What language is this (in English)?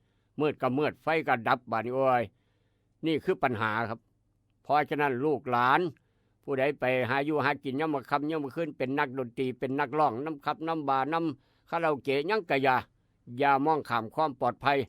Northeastern Thai